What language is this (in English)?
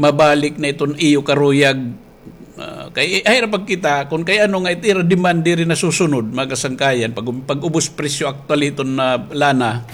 Waray